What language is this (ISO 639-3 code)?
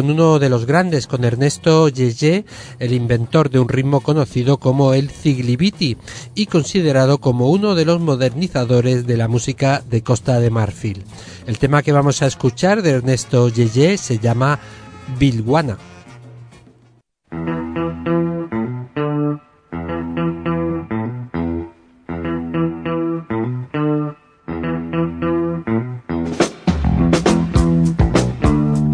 spa